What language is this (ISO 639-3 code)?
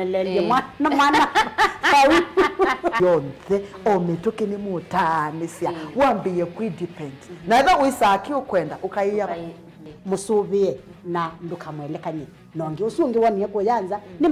kam